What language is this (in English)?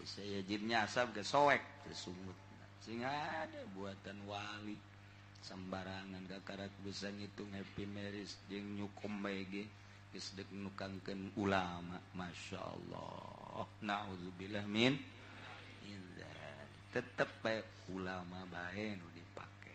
Sundanese